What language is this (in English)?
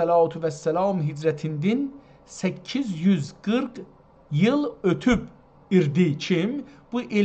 South Azerbaijani